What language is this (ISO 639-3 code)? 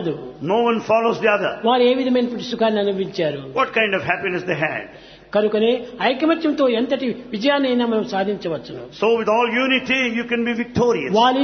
tel